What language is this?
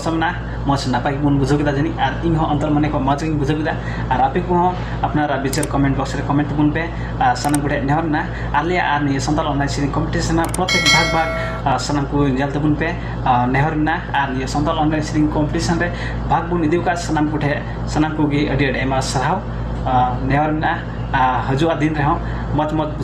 Santali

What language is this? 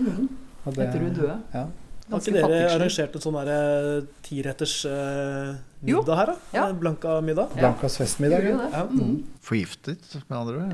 Norwegian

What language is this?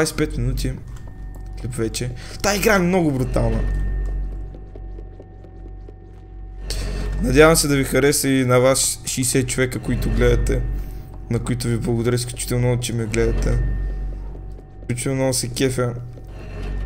Bulgarian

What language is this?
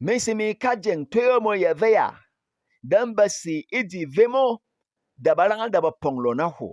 Berom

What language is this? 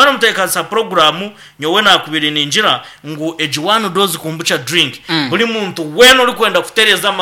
Nyankole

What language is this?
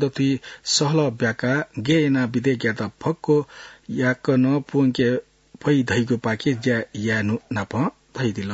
Newari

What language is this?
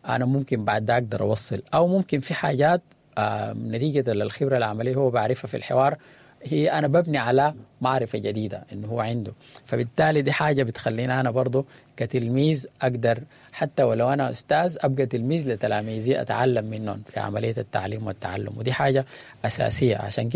Sudanese Arabic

